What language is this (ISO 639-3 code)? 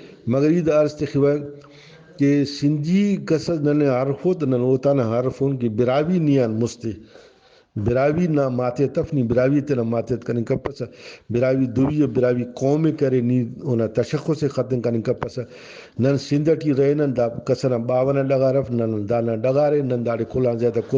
brh